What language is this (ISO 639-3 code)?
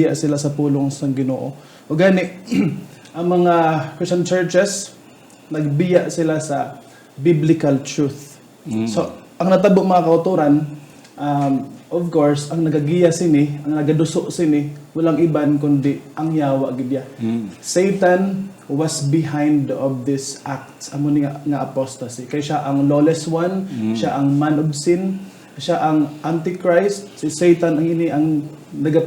hil